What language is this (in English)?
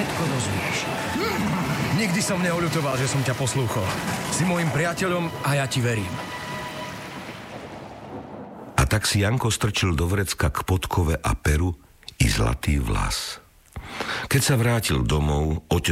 Slovak